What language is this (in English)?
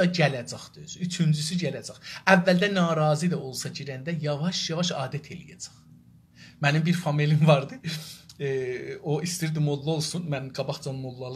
South Azerbaijani